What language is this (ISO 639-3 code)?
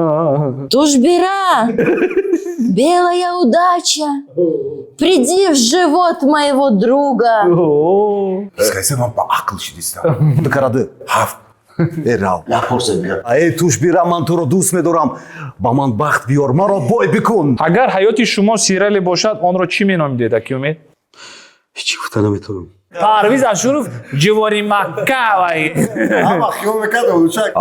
tgk